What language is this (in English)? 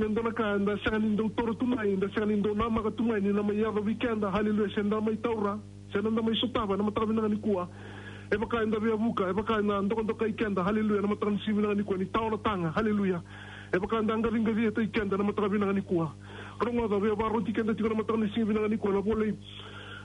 Fijian